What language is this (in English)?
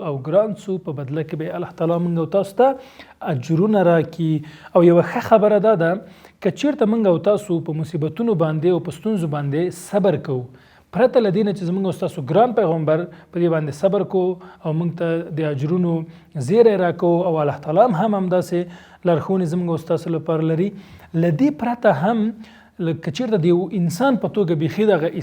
Pashto